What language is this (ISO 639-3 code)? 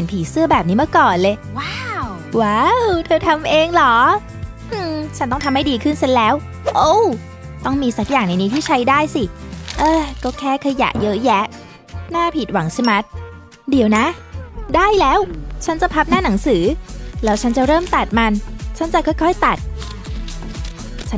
tha